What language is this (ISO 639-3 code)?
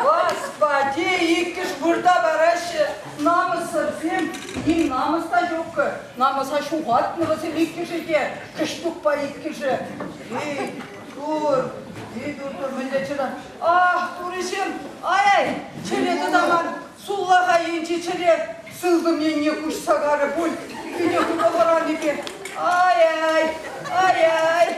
chv